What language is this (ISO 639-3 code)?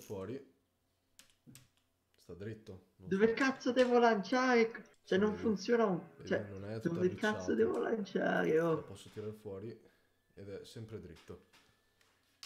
ita